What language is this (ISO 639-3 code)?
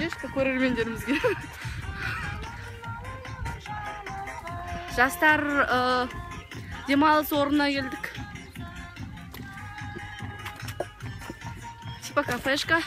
kaz